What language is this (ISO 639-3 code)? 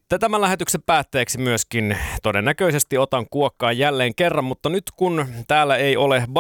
fin